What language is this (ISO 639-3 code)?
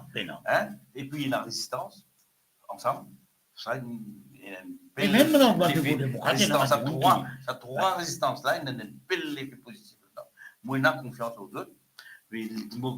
mfe